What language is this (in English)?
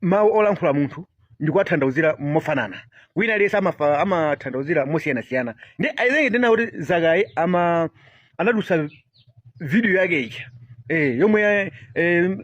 Nyanja